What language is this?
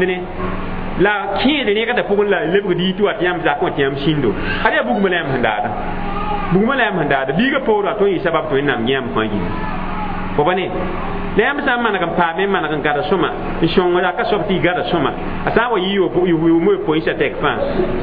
Mossi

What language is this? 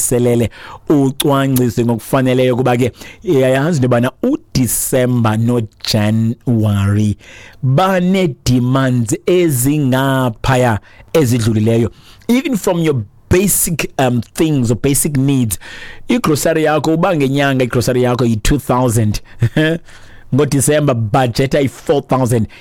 Xhosa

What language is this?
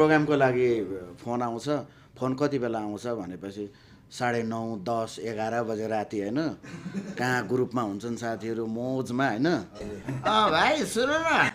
Nepali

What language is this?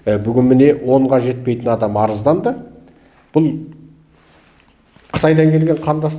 Kazakh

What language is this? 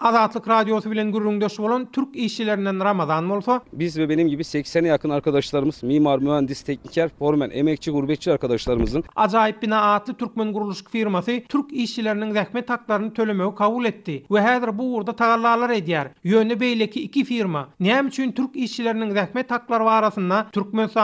Turkmen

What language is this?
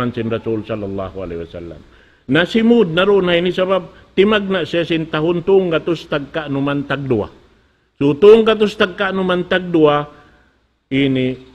Tausug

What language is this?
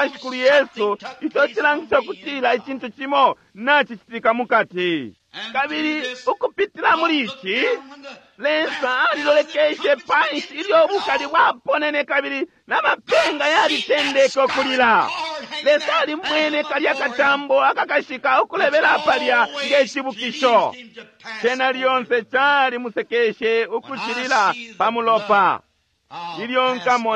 Bemba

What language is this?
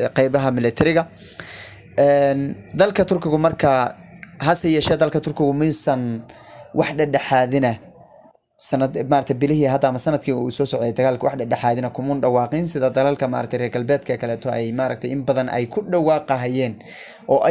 Somali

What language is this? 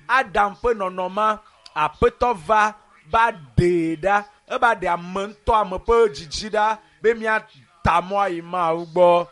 Ewe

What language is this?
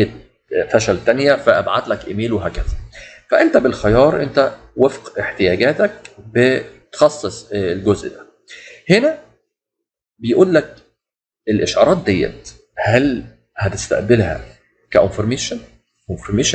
Egyptian Arabic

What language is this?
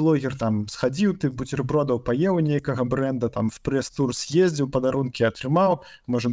Belarusian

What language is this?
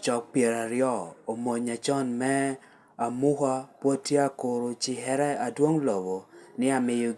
Lango (Uganda)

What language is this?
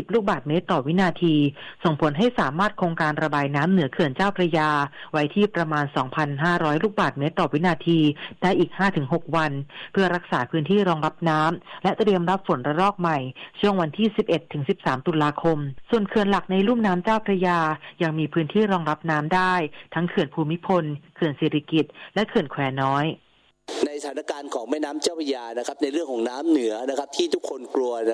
Thai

